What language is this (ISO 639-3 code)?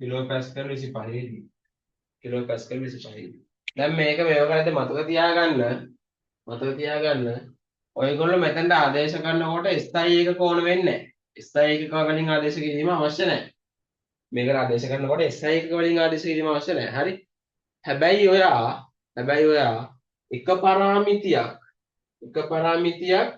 sin